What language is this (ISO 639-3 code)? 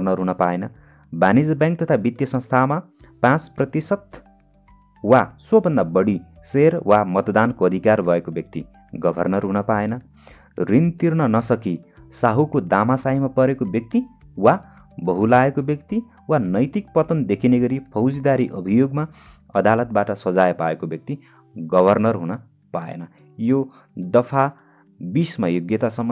nep